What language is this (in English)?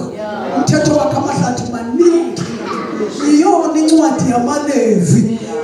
Zulu